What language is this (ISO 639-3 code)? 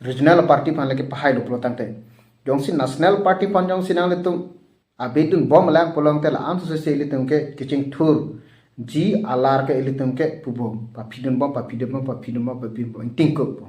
mjw